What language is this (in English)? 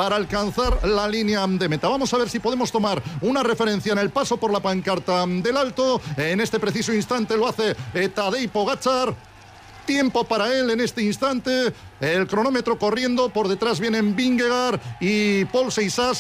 Spanish